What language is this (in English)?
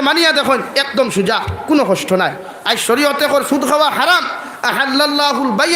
Sylheti